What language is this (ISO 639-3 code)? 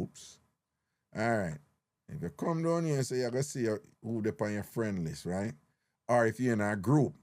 jam